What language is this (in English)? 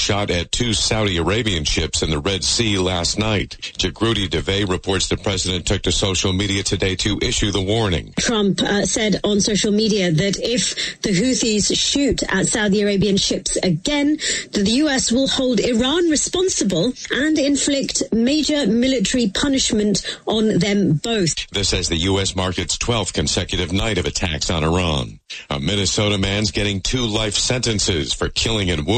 English